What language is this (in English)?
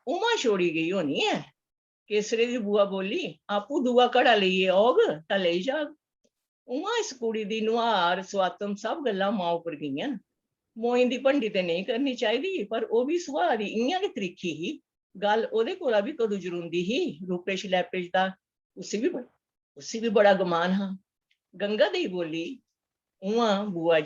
Dogri